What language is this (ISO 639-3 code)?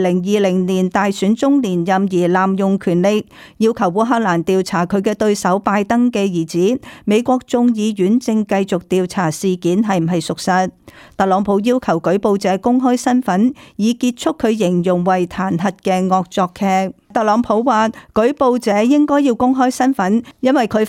yue